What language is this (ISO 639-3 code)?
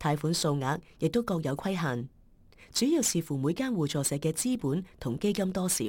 yue